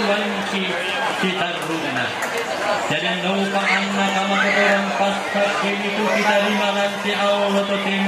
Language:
Toraja-Sa'dan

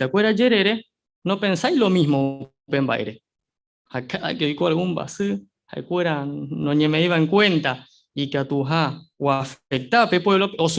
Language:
Guarani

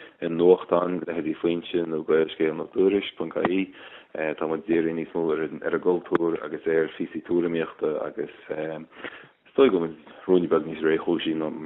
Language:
Irish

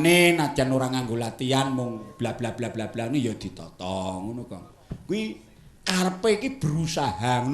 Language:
Javanese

